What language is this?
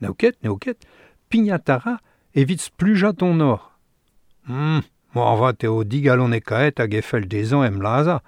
Breton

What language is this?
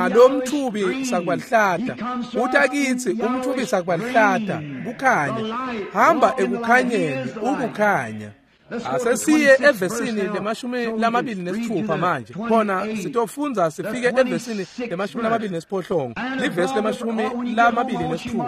Swati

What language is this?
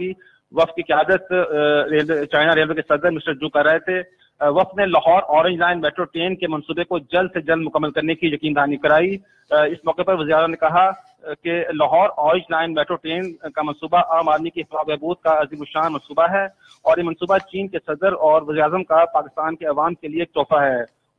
Urdu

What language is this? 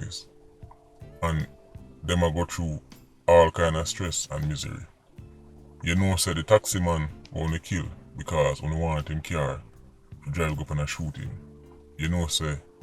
Jamaican Creole English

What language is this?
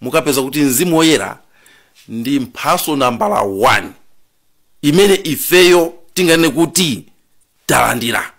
Nyanja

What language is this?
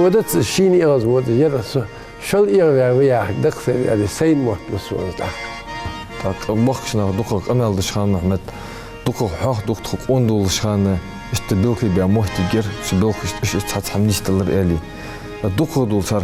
Ingush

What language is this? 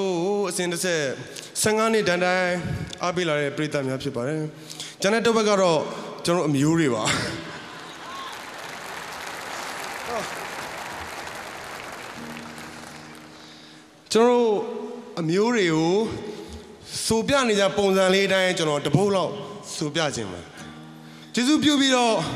Burmese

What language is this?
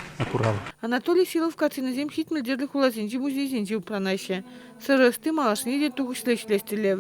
Chuvash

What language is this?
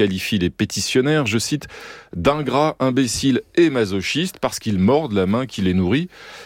French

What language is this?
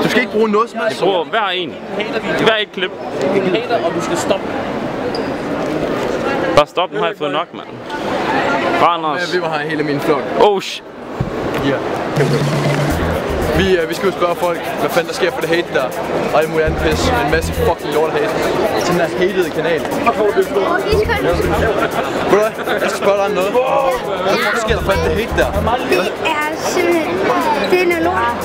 Danish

